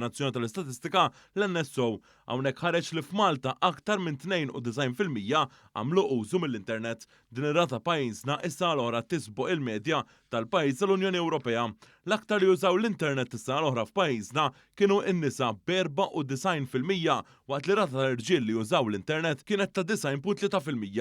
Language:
Maltese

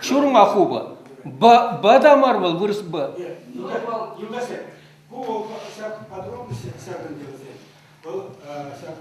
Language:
Chuvash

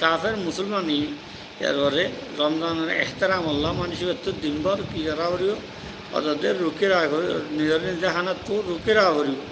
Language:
Rohingya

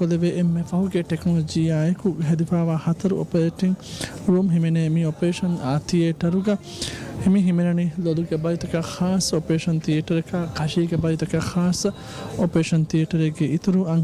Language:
Divehi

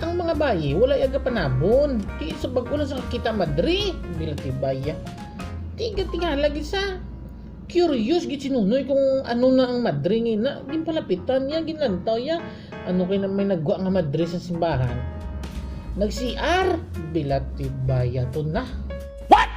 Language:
Hiligaynon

